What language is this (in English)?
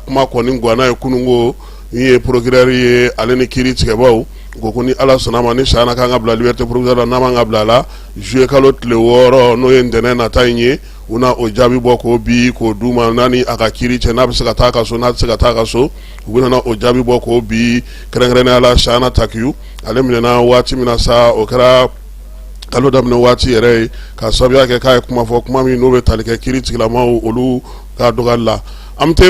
Bambara